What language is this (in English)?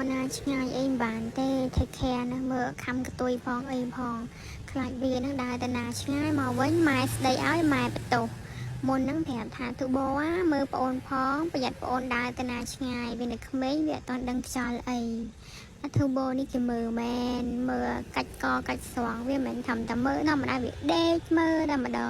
Khmer